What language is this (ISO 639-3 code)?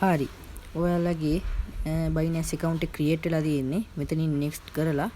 sin